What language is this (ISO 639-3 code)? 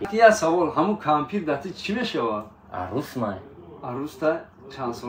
tgk